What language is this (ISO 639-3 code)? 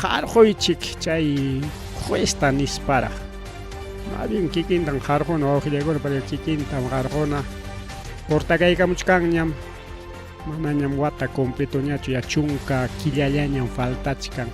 quy